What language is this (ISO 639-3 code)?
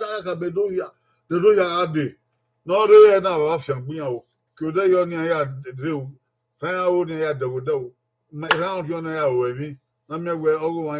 bin